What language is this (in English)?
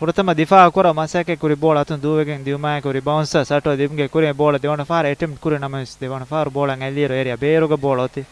Divehi